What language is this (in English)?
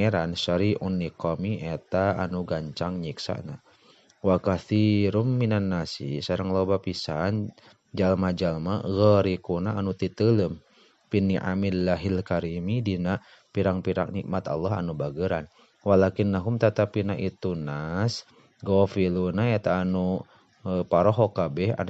Sundanese